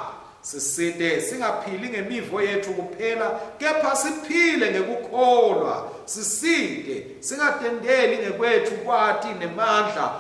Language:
Swati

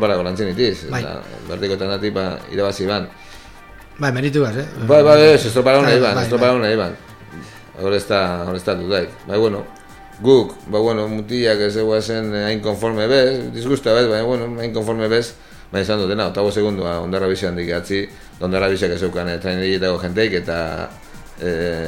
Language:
Basque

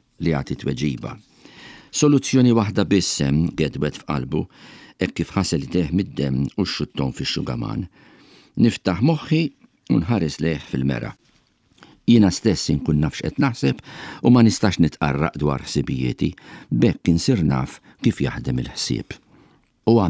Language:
Maltese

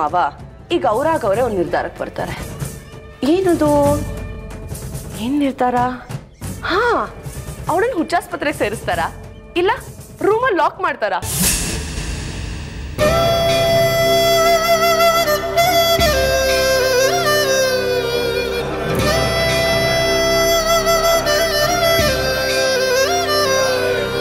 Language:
Kannada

